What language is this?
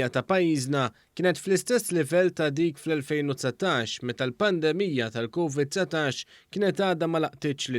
Maltese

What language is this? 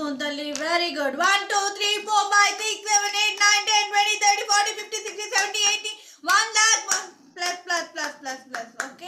Telugu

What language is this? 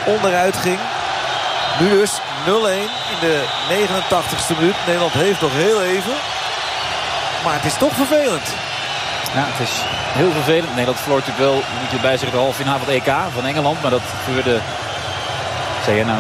Dutch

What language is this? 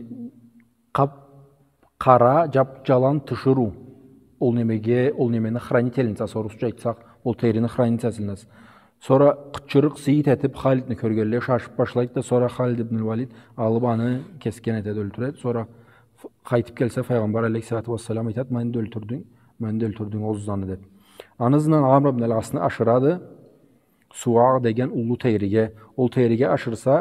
Karachay-Balkar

